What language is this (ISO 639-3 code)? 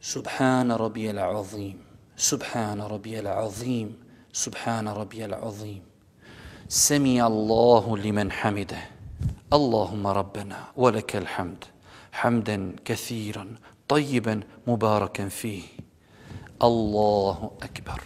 bos